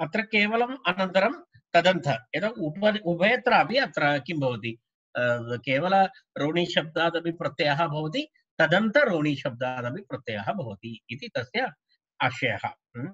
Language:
Sanskrit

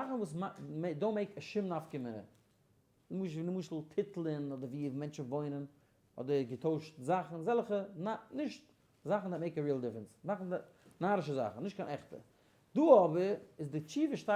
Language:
Yiddish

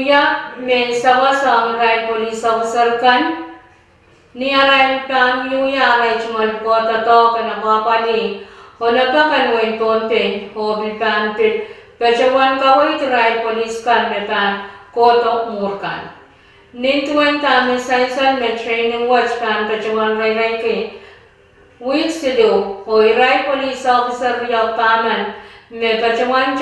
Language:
Pohnpeian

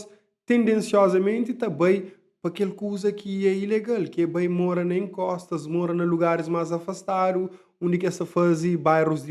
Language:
Kabuverdianu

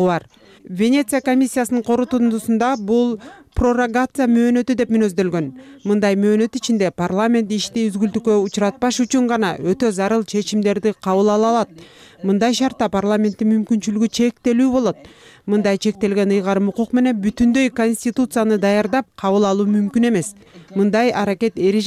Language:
Kyrgyz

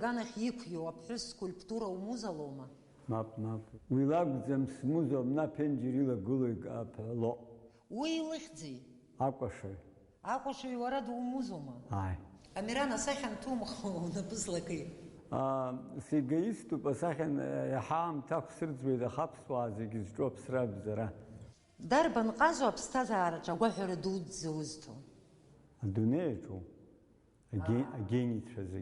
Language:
Abkhazian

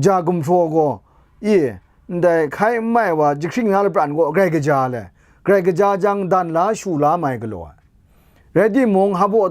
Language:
Kachin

